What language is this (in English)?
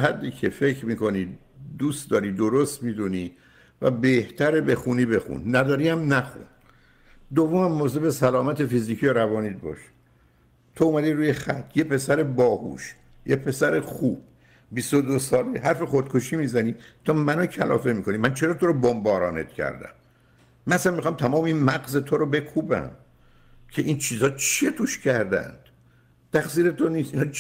Persian